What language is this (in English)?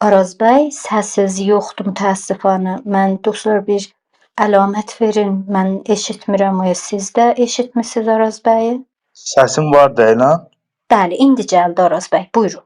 South Azerbaijani